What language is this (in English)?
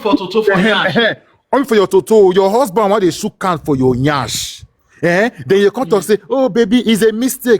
Nigerian Pidgin